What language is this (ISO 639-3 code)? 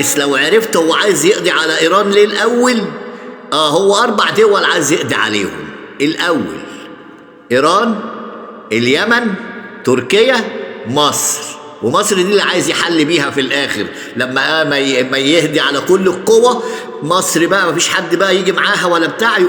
arz